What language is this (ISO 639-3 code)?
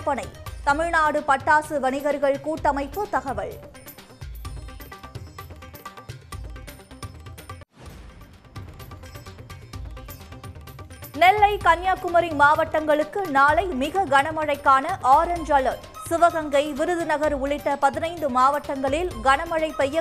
tam